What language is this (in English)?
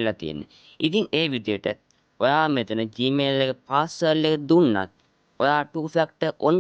Sinhala